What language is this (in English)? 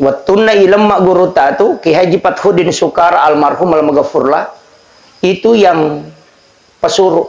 Buginese